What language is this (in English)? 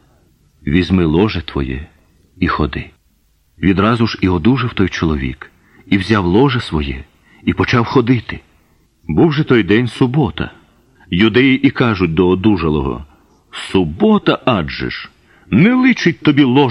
Ukrainian